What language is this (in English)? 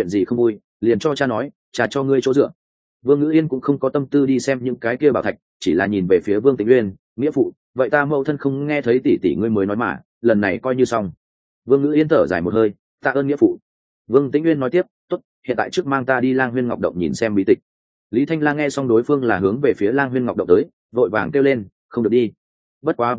Vietnamese